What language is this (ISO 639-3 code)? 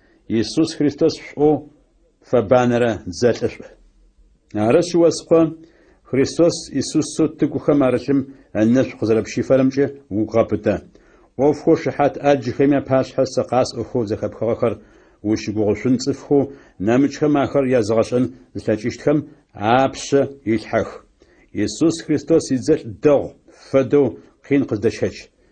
ady